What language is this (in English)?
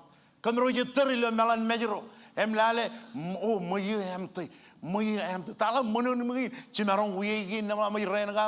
Marshallese